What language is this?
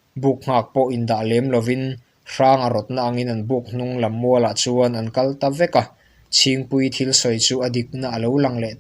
Mizo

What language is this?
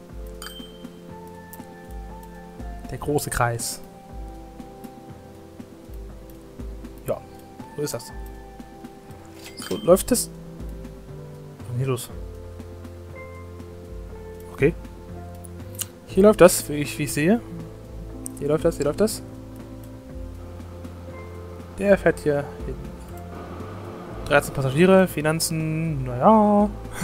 German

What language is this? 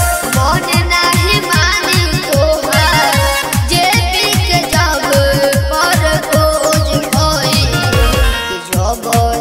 Bhojpuri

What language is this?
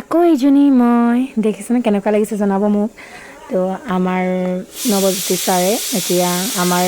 Assamese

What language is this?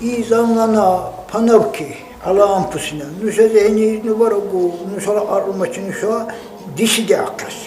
Dargwa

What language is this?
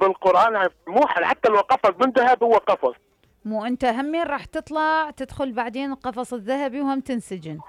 Mesopotamian Arabic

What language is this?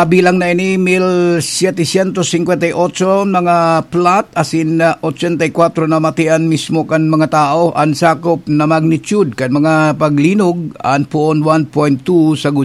Bikol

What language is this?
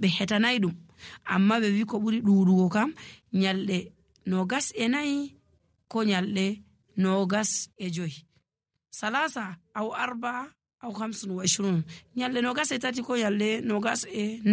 Nigerian Fulfulde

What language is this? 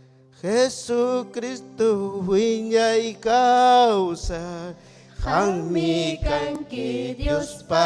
Ayacucho Quechua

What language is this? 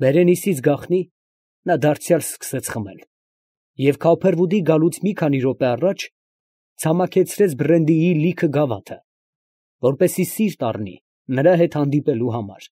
Armenian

